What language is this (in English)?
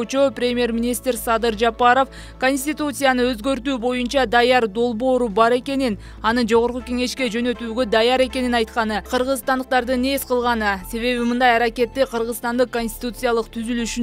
Kyrgyz